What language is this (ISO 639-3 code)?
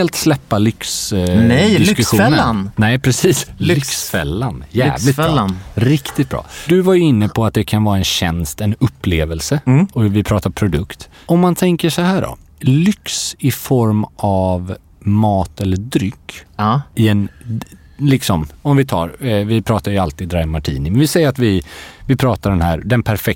swe